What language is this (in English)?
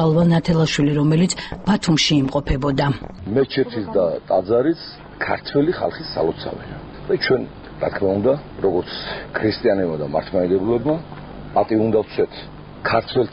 Georgian